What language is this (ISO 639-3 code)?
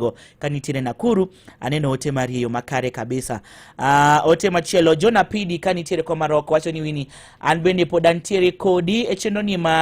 luo